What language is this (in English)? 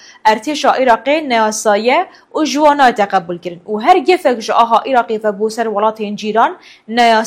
Kurdish